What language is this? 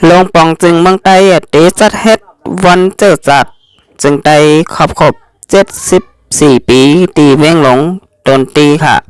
Shan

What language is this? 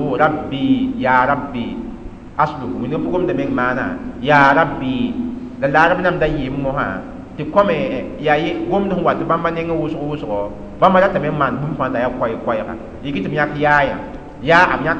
Mossi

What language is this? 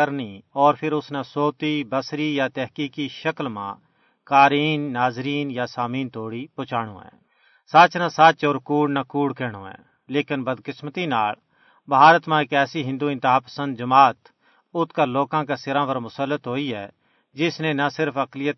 Gujari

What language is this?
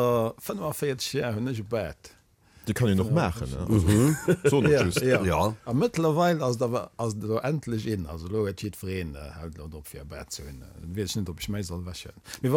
Luxembourgish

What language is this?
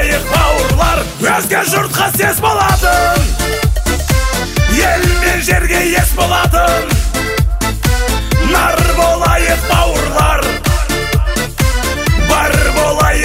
Kazakh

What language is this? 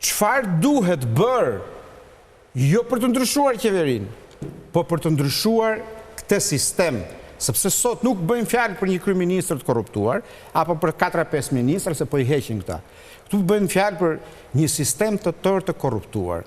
Albanian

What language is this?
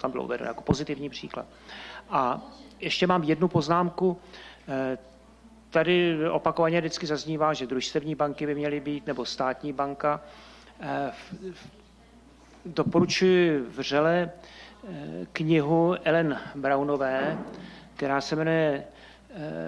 Czech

